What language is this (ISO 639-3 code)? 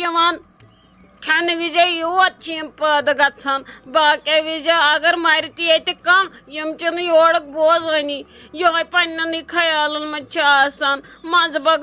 kas